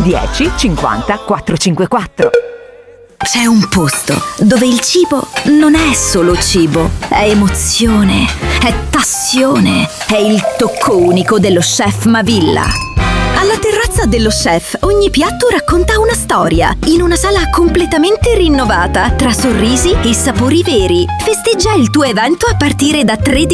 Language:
Italian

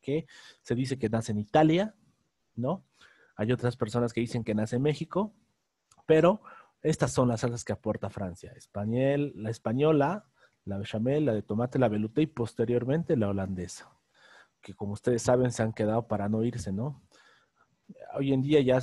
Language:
Spanish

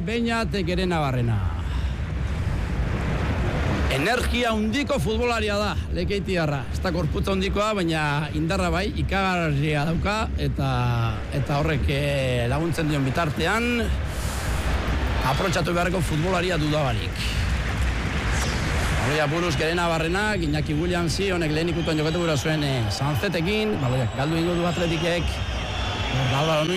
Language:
Basque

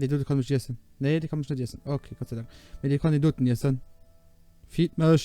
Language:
Luxembourgish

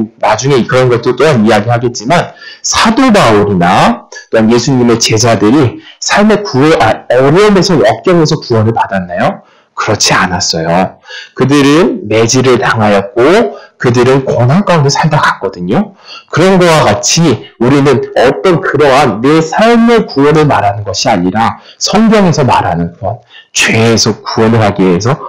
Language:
Korean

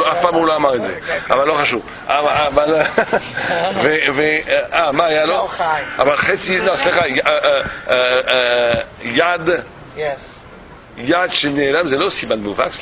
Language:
Hebrew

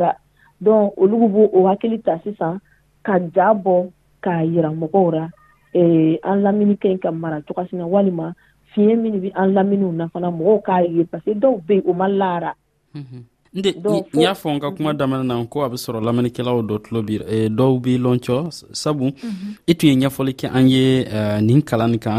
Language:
Dyula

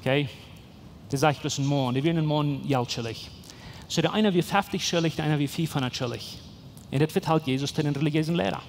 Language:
Plautdietsch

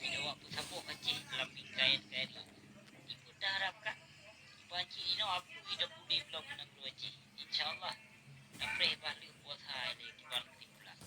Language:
Achinese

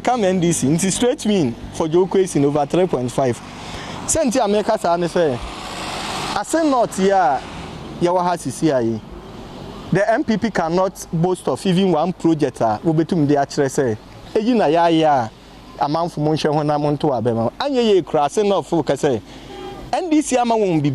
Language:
Akan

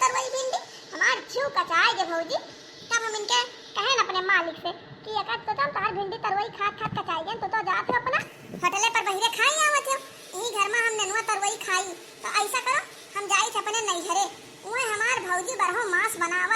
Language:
Awadhi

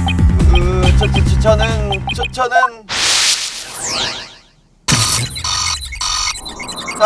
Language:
Korean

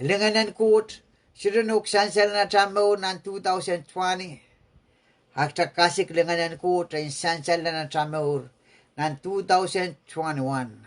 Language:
Pohnpeian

